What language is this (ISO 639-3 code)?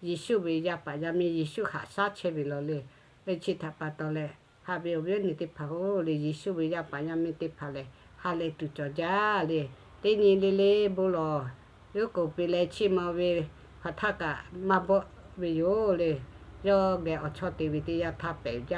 lhu